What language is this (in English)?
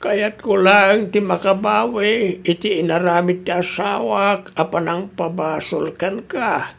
Iloko